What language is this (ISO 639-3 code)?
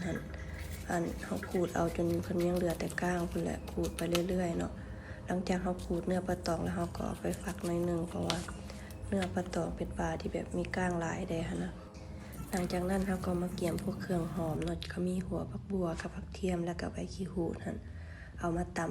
lao